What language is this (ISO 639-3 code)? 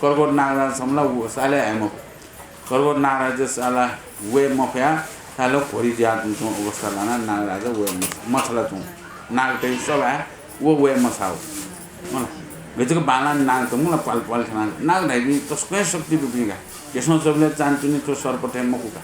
new